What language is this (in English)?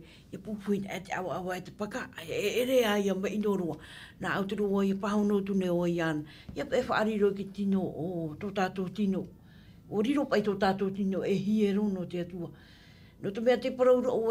Tahitian